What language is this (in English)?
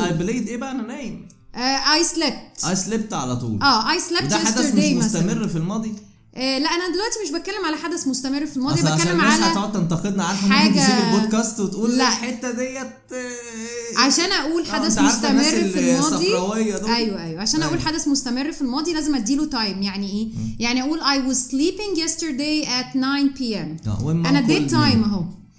Egyptian Arabic